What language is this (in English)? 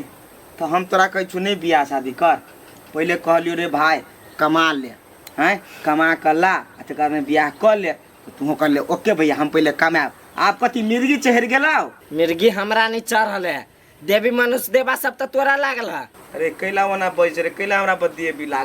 Maithili